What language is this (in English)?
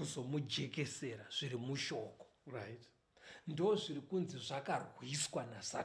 Shona